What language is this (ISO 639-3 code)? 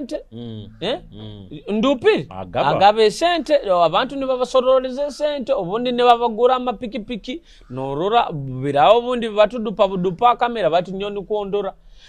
nyo